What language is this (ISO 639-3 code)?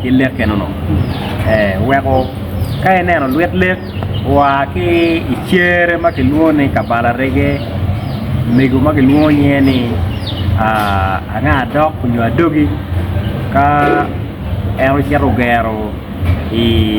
ach